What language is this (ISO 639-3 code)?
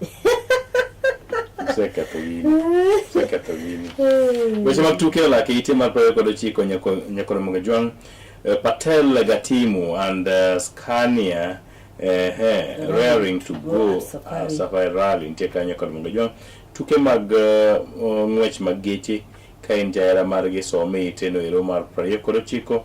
luo